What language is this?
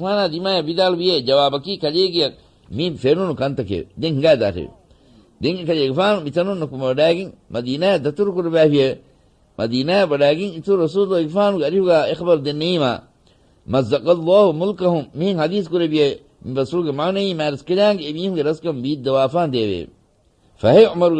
Divehi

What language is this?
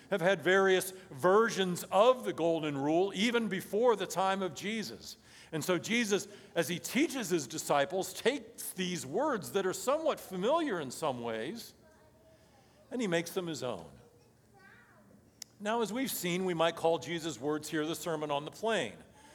English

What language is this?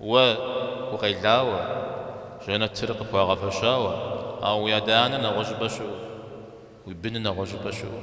Kabardian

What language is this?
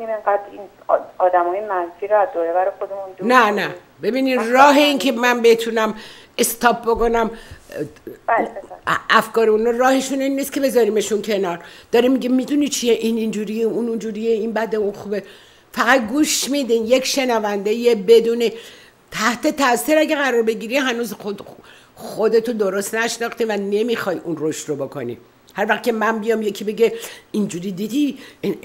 Persian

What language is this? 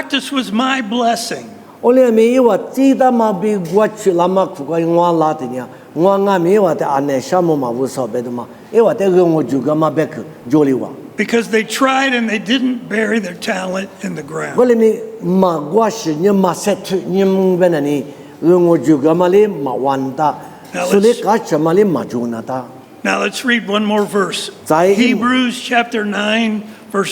Lisu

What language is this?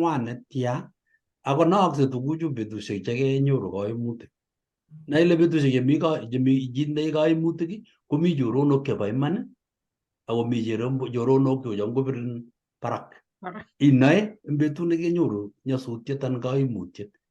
Kalenjin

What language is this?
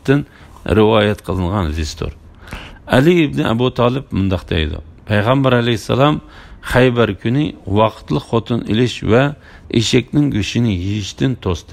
Uyghur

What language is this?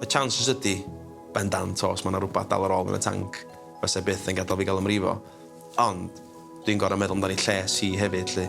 Welsh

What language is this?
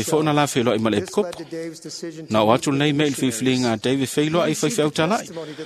Samoan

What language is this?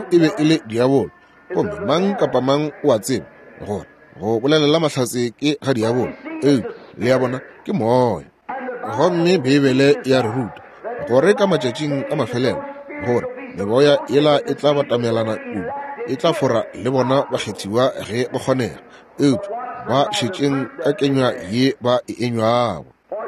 Northern Sotho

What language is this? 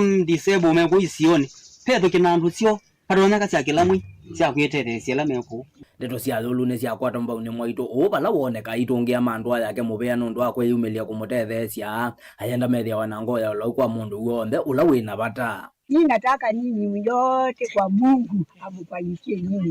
Kamba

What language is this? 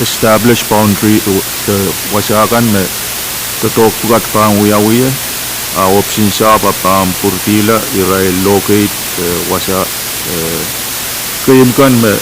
Pohnpeian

